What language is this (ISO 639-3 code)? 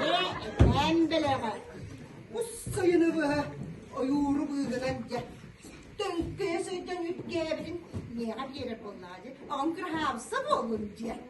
sah